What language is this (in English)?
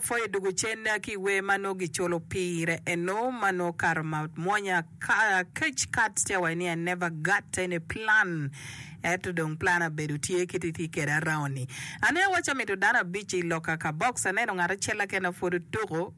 Acoli